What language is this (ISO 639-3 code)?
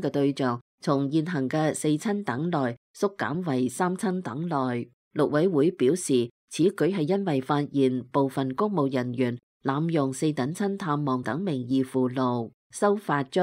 yue